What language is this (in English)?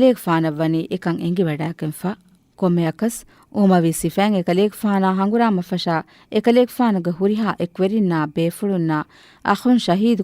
Divehi